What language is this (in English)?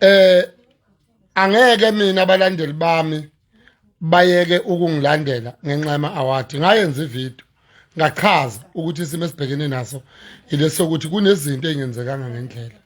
Zulu